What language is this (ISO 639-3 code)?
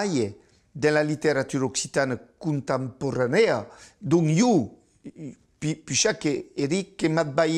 oci